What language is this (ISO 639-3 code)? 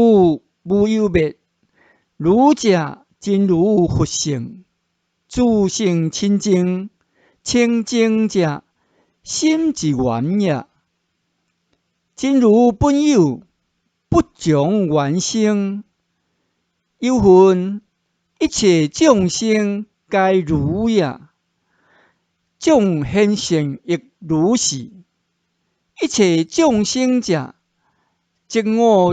nan